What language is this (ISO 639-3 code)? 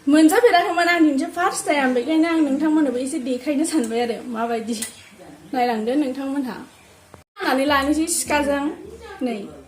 brx